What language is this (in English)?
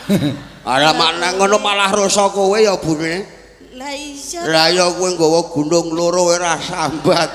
Javanese